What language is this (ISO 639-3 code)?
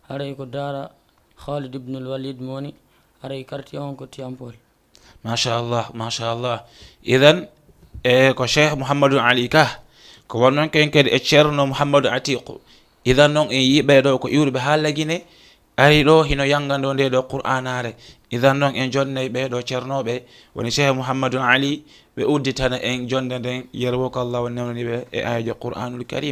ful